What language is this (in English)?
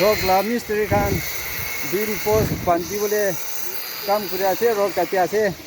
Naga Pidgin